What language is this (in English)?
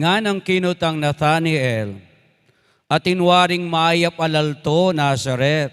Pampanga